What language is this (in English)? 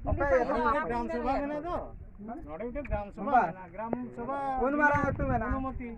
Santali